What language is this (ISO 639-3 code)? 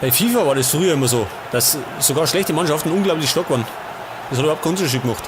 bar